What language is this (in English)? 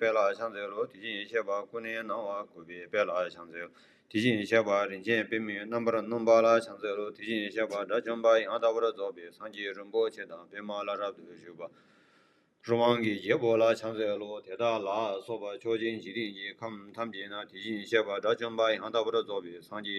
Tibetan